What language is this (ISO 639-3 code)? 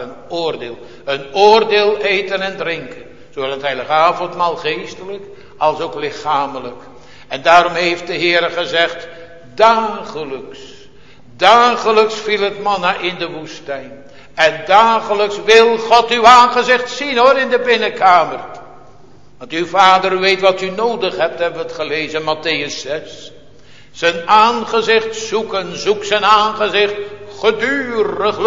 nld